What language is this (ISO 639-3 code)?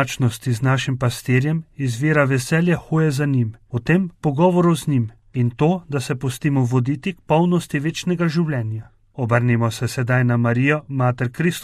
slv